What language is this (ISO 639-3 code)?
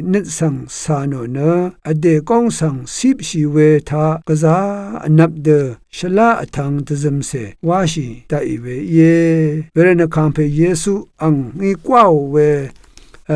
raw